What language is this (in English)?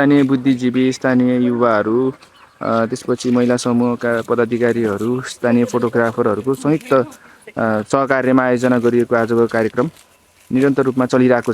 Nepali